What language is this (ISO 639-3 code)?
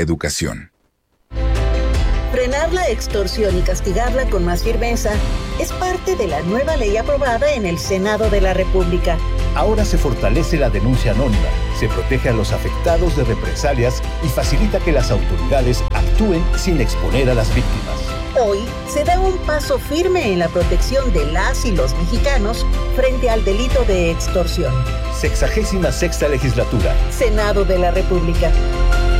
spa